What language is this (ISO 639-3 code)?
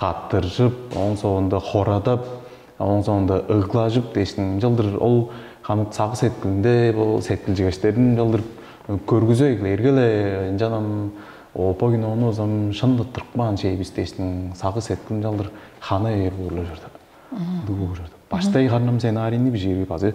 tyv